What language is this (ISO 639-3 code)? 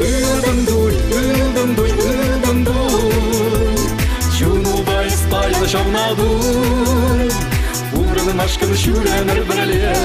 chv